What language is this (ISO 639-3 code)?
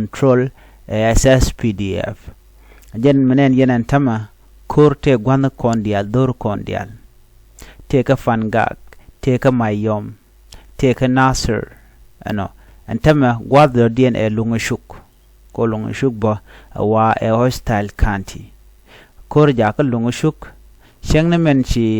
nus